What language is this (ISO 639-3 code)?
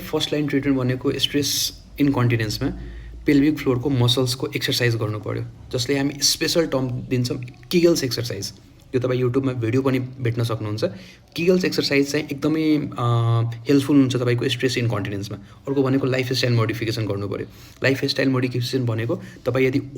nep